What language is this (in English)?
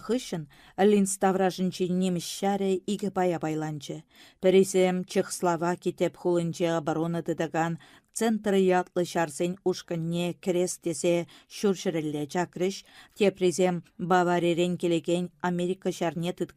Chuvash